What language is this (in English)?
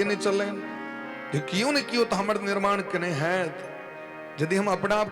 Maithili